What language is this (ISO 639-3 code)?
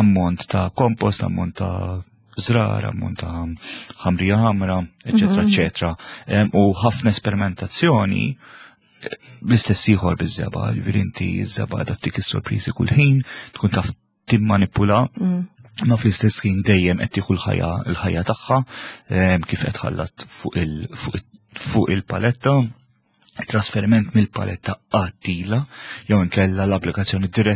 mlt